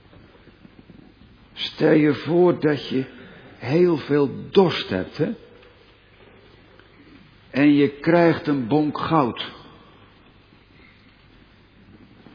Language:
Dutch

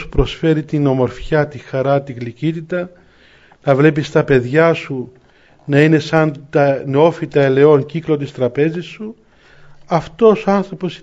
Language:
Greek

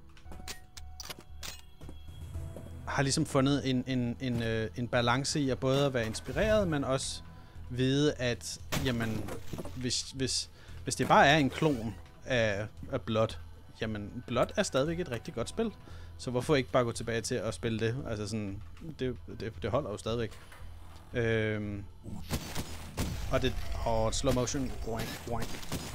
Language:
Danish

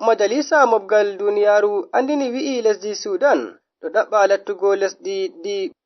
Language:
Nigerian Fulfulde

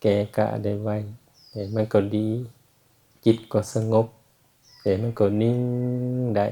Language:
Lao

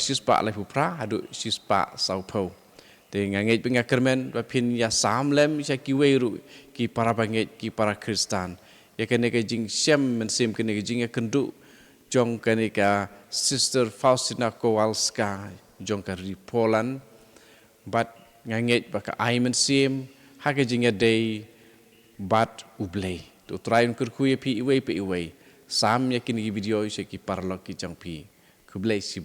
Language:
Khasi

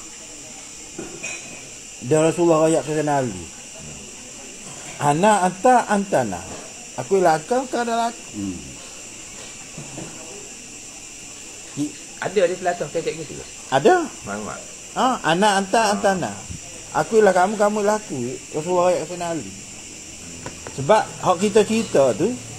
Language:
Malay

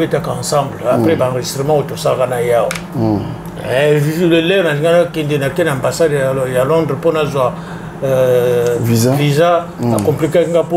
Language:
Lingala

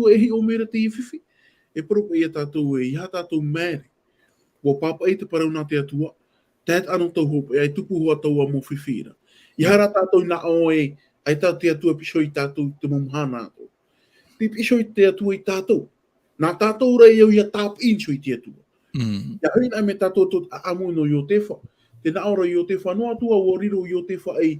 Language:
Tahitian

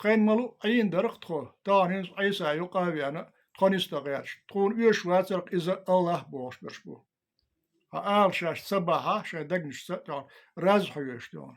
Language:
Chechen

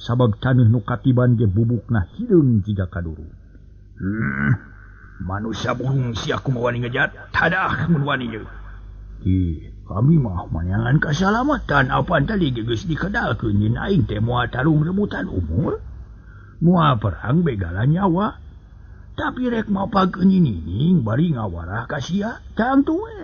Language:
Sundanese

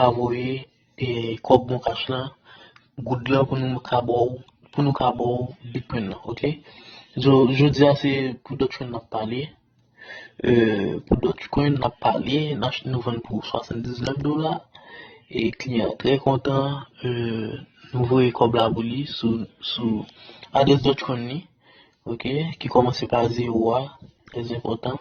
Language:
Haitian Creole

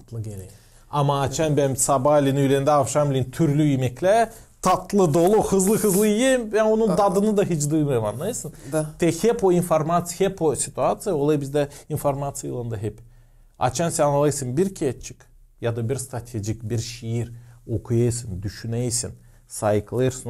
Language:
Gagauz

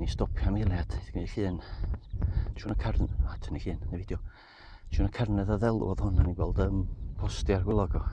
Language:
Welsh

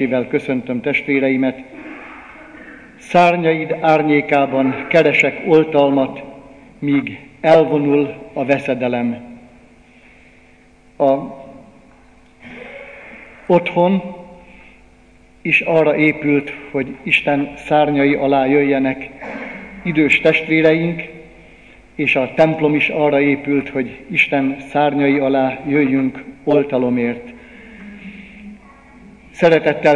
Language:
Hungarian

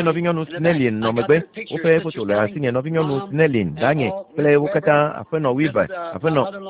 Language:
Ewe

